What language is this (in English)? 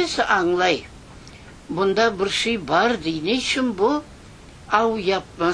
Crimean Tatar